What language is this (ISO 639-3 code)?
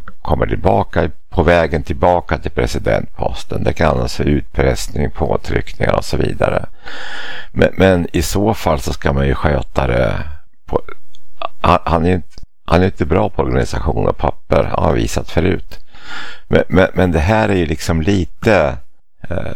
swe